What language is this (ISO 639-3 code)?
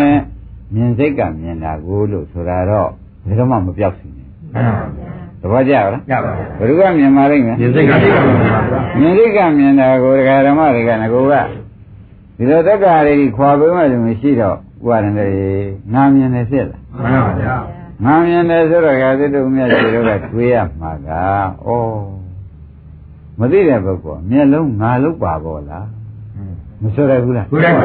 mya